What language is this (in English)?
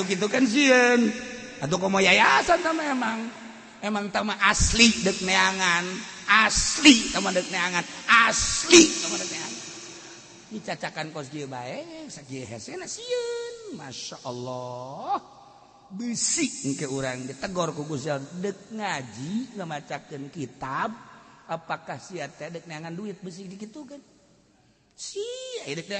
Sundanese